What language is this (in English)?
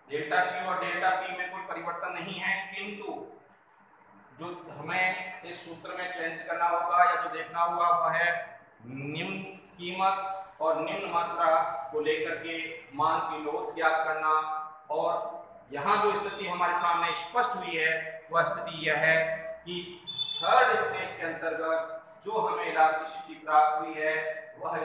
Hindi